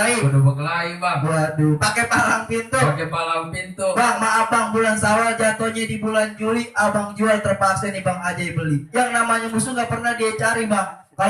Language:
Betawi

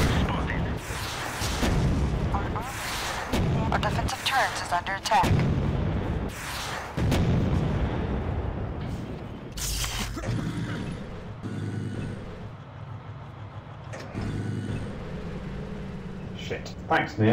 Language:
English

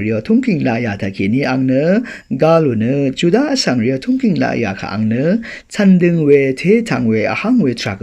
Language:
Rawang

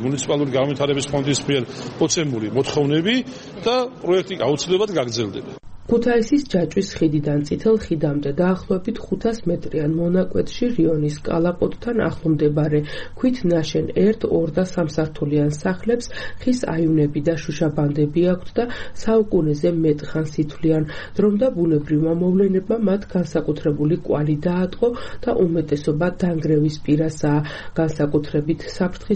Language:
Georgian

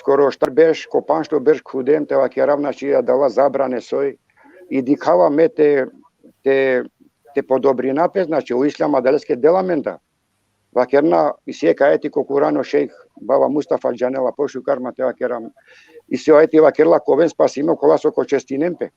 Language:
Balkan Romani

